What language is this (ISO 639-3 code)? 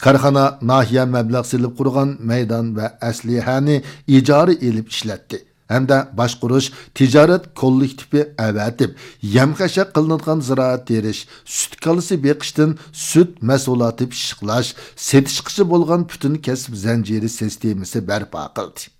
uig